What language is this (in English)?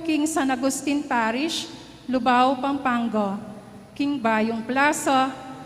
Pampanga